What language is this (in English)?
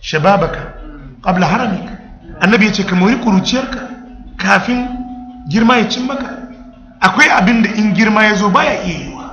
Hausa